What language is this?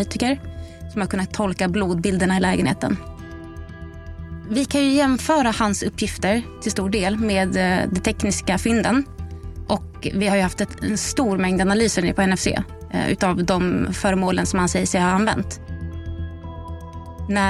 Swedish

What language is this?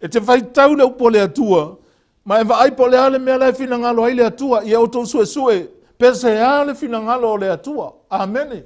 Samoan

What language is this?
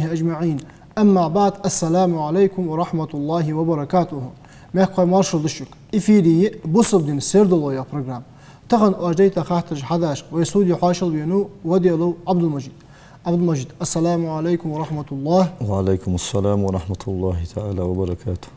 Ingush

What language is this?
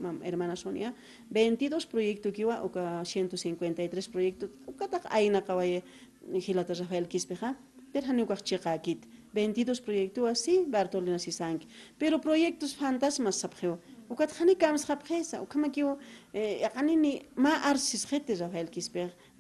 Aymara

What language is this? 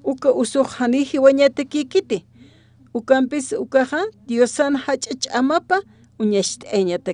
Aymara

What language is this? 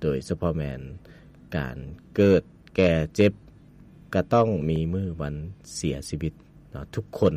Lao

